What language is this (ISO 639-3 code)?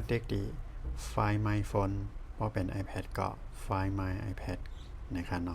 shn